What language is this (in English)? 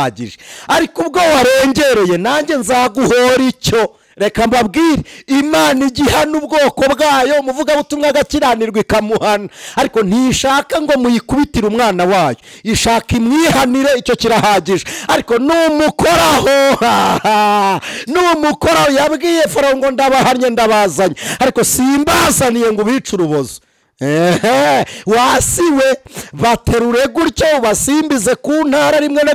Kinyarwanda